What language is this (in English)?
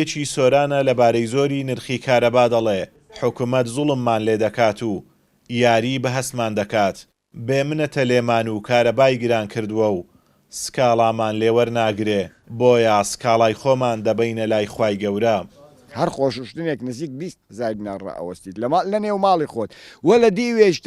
Central Kurdish